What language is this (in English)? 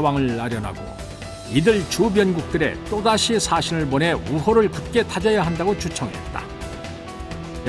Korean